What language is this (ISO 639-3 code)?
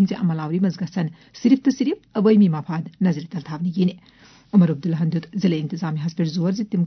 kas